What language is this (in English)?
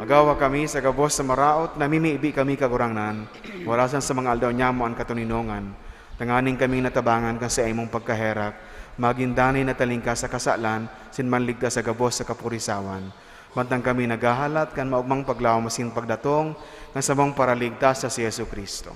Bikol